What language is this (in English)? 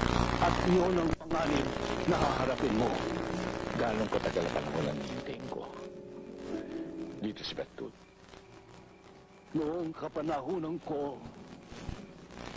Filipino